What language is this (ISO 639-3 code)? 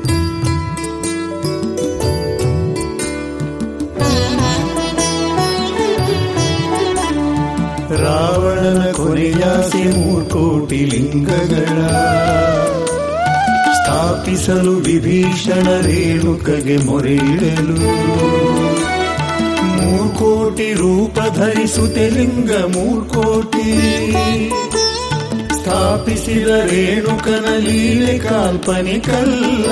kan